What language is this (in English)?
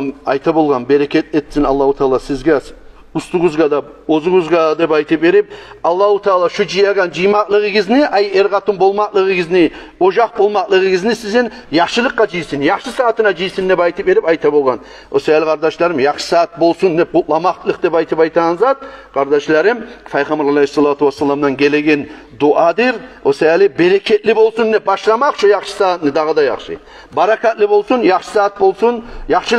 Kumyk